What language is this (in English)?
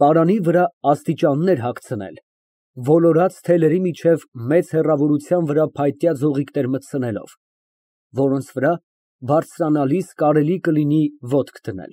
Armenian